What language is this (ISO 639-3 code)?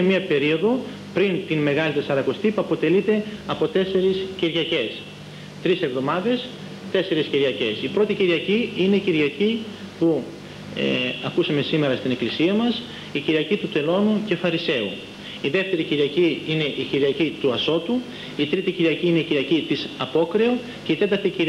ell